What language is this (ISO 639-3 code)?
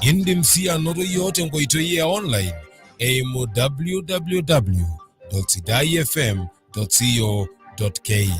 mas